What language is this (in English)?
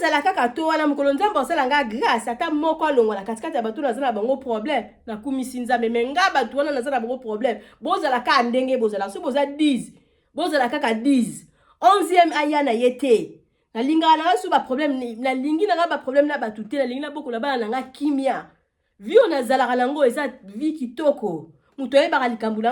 Lingala